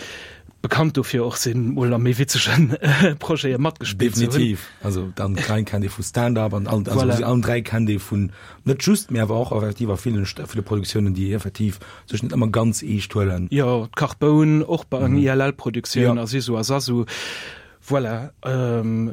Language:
Luxembourgish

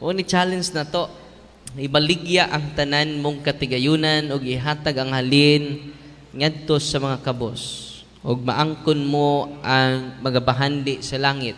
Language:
Cebuano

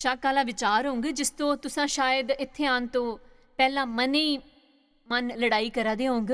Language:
Dogri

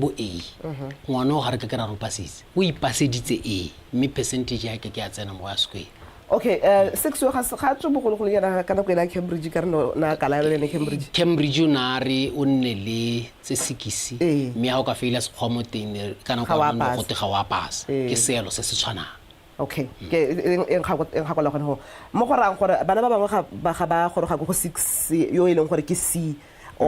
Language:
Tswana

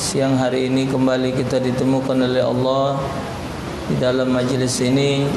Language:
Musi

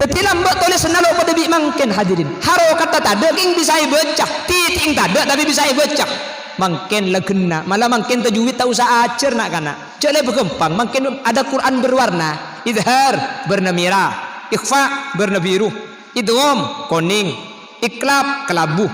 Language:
Madurese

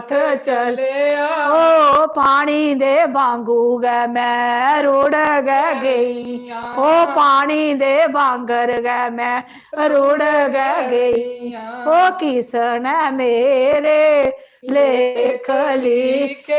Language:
Dogri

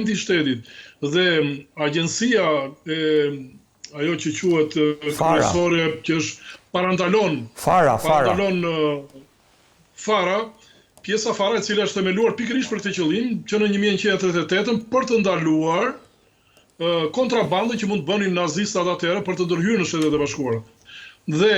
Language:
Albanian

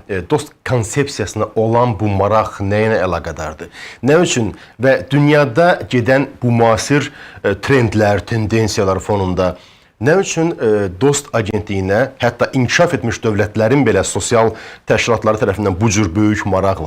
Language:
Azerbaijani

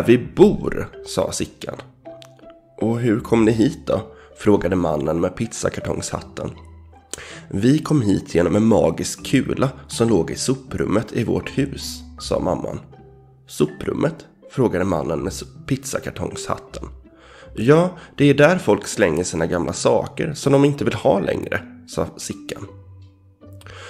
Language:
Swedish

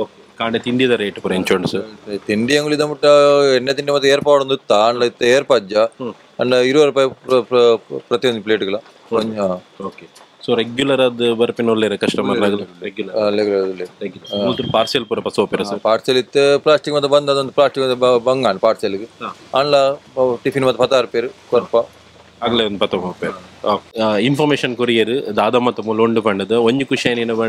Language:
Tulu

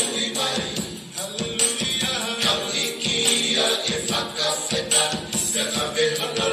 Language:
Tongan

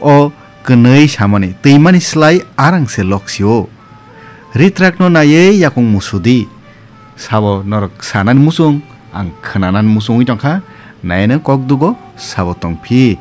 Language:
Kok Borok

